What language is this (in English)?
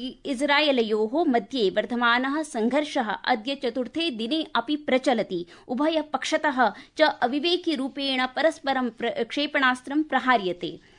Sanskrit